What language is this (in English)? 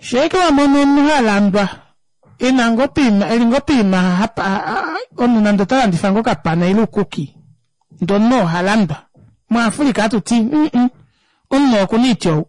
Kuanyama